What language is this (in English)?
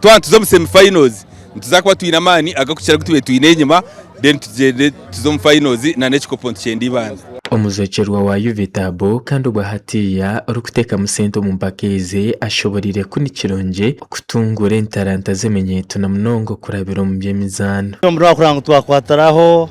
Nyankole